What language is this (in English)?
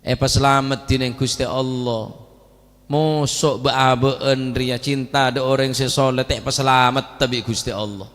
Madurese